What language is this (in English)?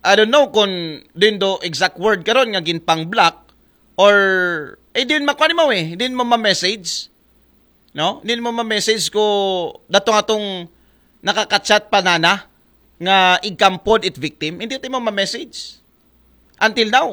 Aklanon